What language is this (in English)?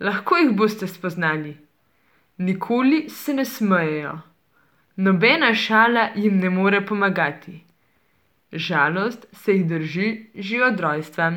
Slovenian